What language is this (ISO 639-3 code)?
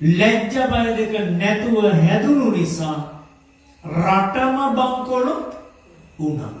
sin